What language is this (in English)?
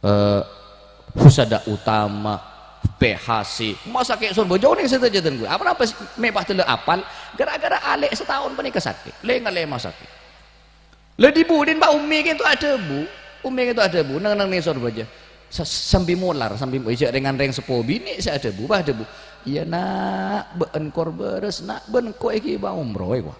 Madurese